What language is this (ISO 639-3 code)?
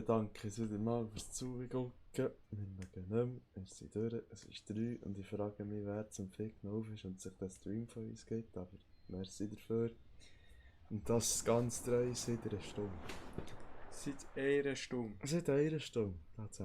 gsw